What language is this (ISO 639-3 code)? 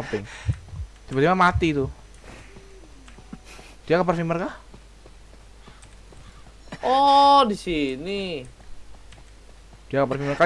ind